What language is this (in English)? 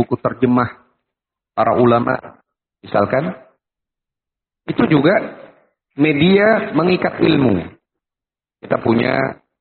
Indonesian